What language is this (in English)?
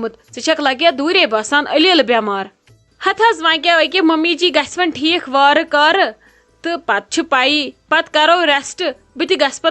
Kashmiri